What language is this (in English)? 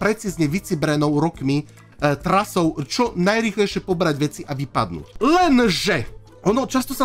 Slovak